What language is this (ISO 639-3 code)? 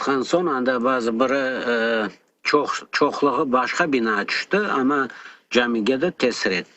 crh